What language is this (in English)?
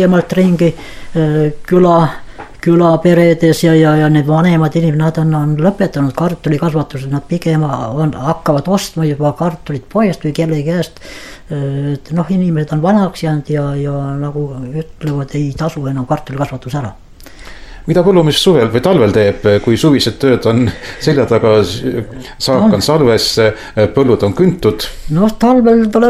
Estonian